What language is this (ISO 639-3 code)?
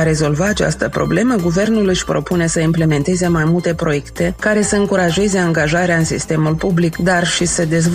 ron